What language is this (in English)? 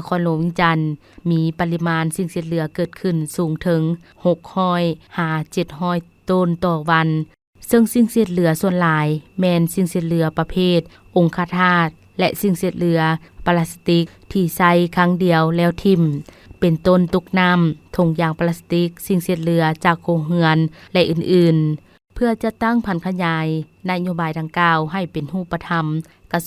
Lao